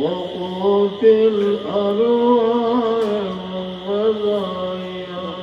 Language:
Sylheti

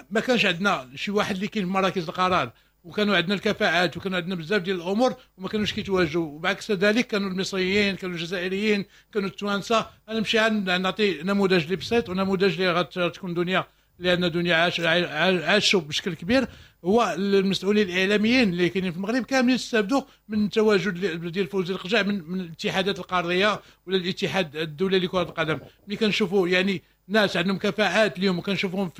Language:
Moroccan Arabic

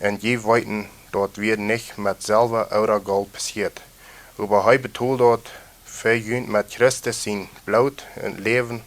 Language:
Plautdietsch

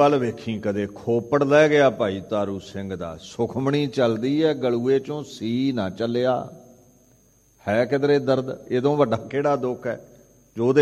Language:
Punjabi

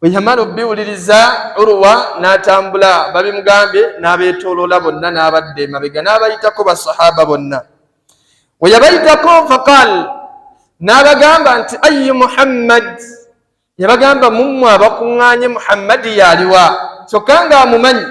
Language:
Ganda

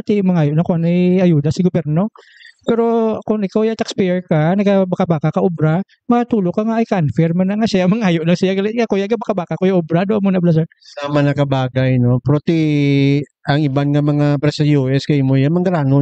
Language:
Hiligaynon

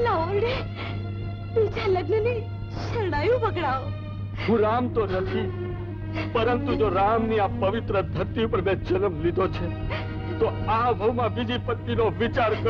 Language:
Gujarati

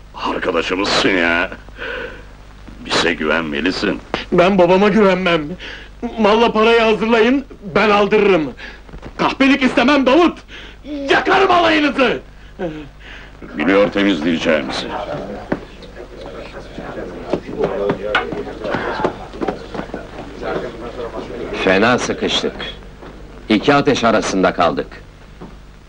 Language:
Turkish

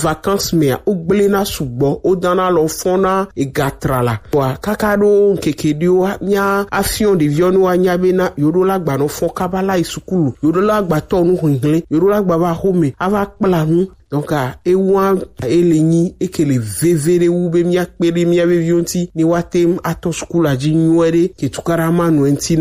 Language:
Gen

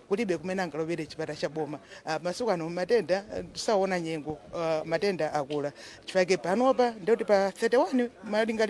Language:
Nyanja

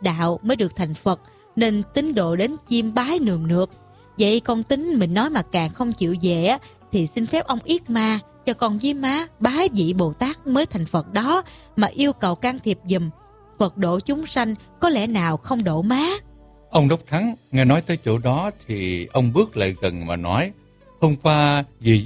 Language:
Vietnamese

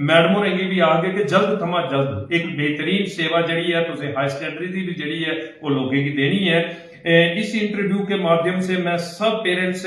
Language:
Dogri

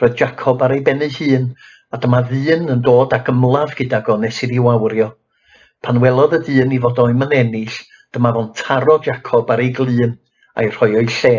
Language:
Welsh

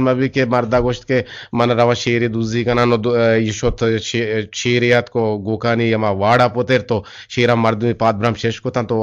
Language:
Eastern Balochi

